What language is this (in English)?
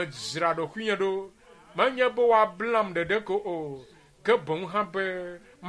Ewe